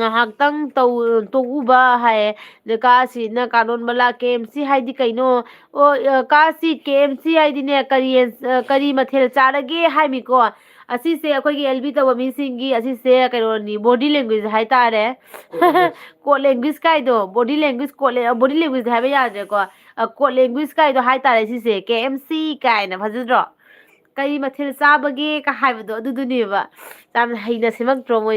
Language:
Manipuri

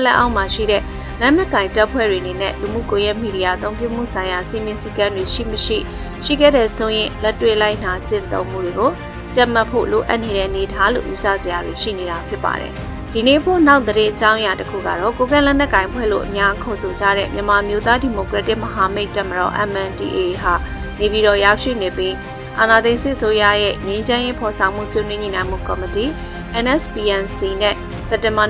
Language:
Burmese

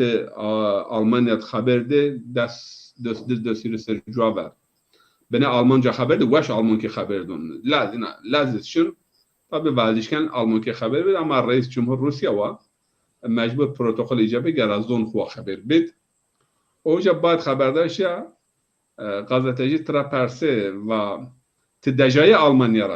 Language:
Zaza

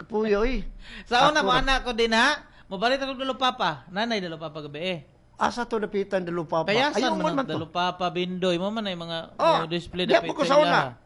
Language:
Cebuano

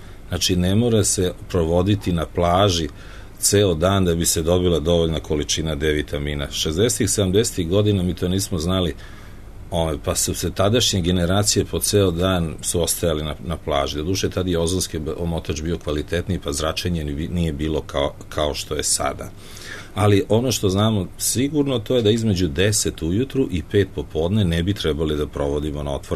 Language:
Serbian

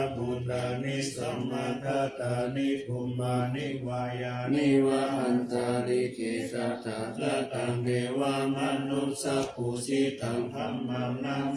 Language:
Pali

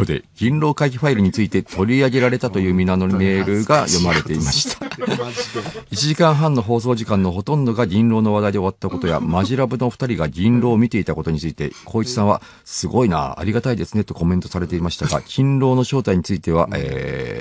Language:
Japanese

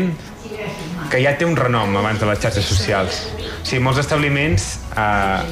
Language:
Catalan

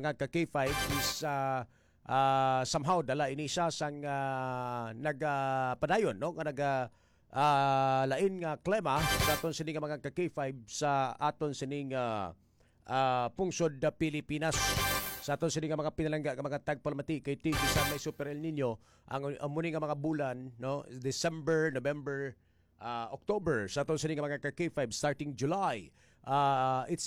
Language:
Hiligaynon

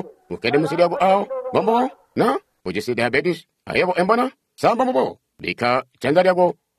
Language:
Tonga (Zambia)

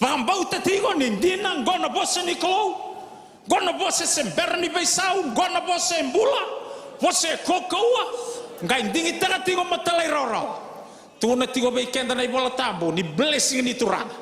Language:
Fijian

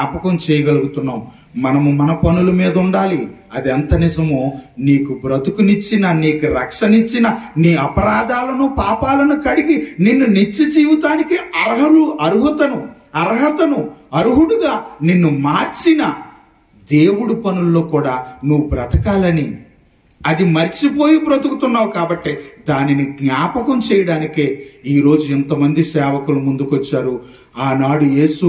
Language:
Telugu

